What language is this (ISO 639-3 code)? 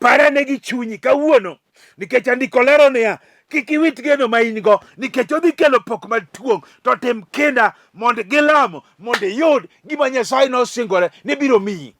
luo